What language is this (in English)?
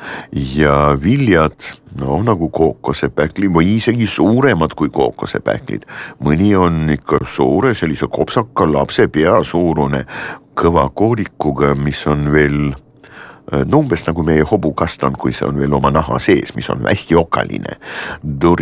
Estonian